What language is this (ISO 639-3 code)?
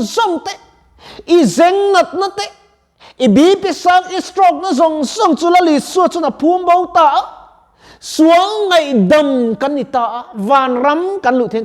lus